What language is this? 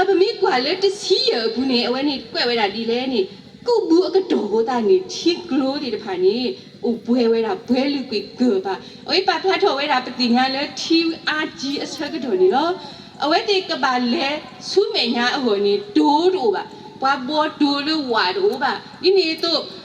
S'gaw Karen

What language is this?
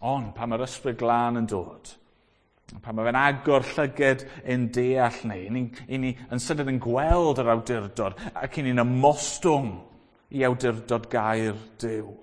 Welsh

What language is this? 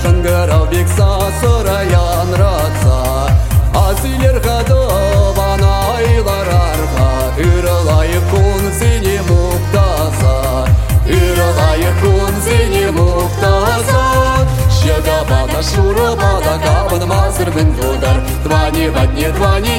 Kazakh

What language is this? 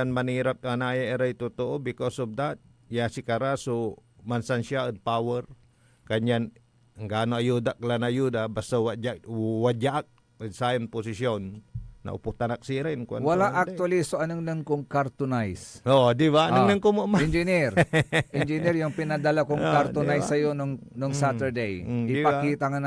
Pangasinan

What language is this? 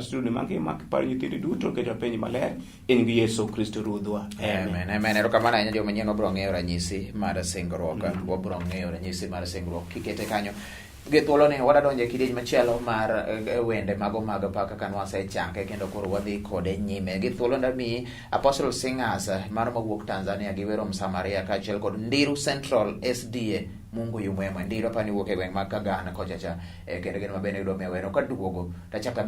Luo (Kenya and Tanzania)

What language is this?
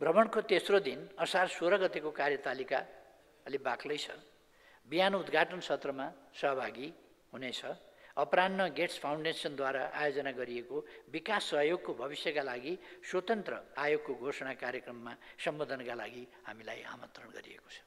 Nepali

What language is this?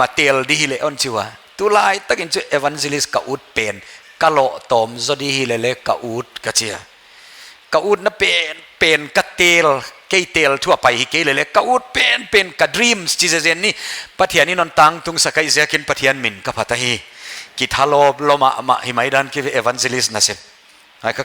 Paite Chin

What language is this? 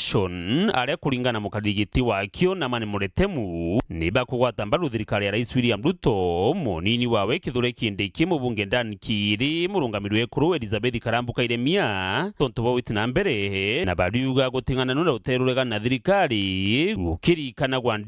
Meru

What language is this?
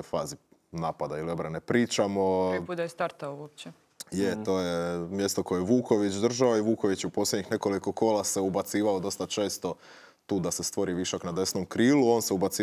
Croatian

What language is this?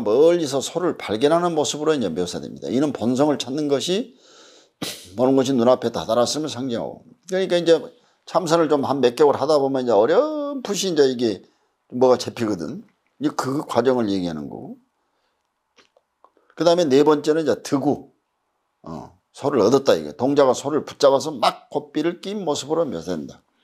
Korean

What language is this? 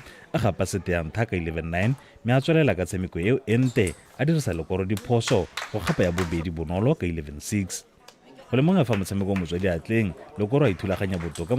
Tswana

